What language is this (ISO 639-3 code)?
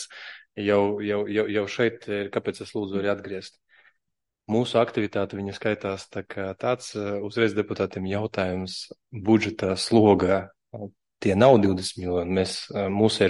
lav